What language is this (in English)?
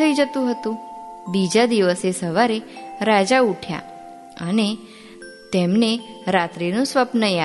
Gujarati